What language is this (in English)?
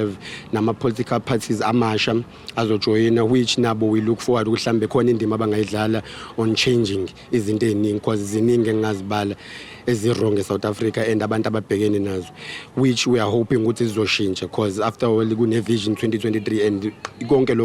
Zulu